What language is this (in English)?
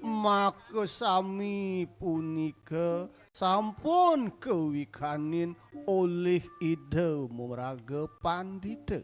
Balinese